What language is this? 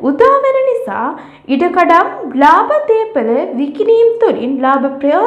Sinhala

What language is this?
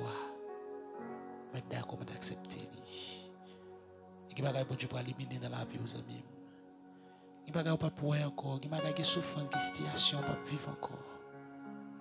French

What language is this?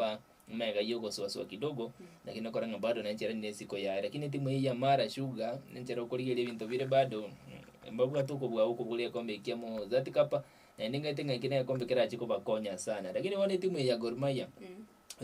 Gusii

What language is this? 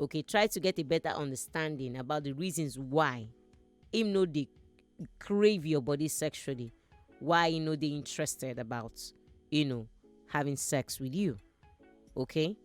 Nigerian Pidgin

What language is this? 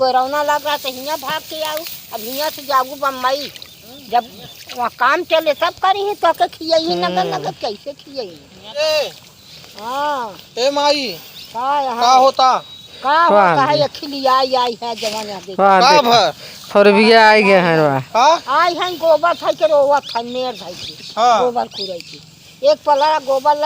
Awadhi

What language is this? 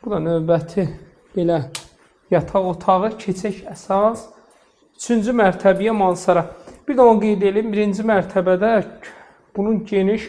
Azerbaijani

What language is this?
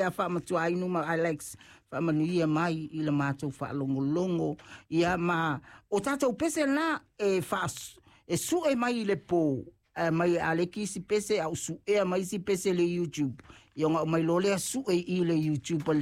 Samoan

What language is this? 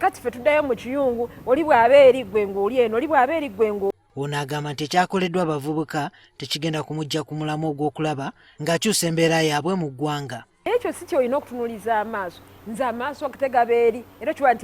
Ganda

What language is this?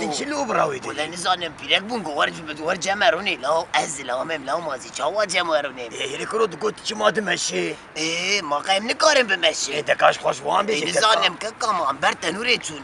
Kurdish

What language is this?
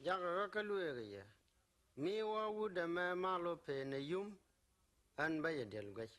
Nuer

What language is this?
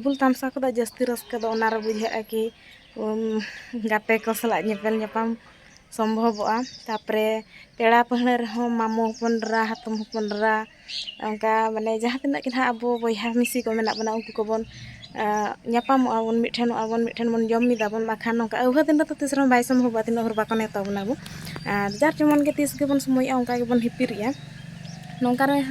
Santali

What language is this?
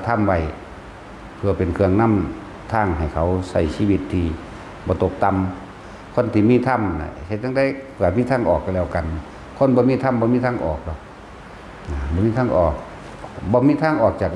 Northeastern Thai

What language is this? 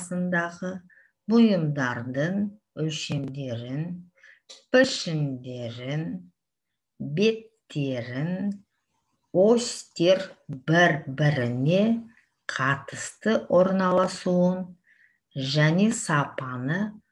Kazakh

